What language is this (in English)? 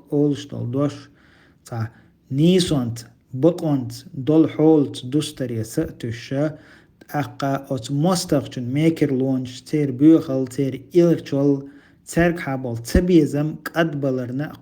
Chechen